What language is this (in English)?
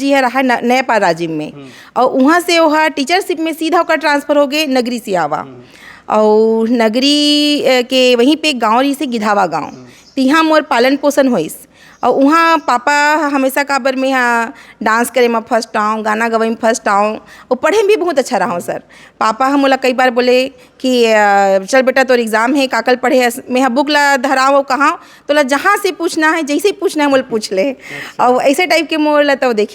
Chhattisgarhi